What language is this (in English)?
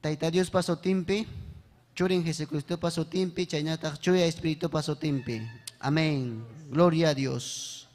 Ayacucho Quechua